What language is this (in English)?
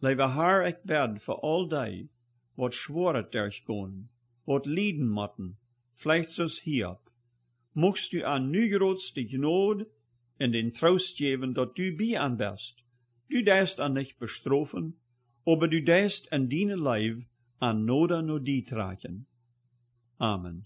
Plautdietsch